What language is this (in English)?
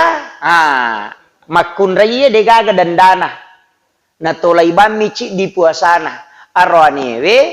Buginese